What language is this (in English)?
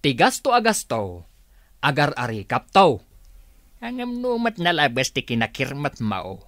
Iloko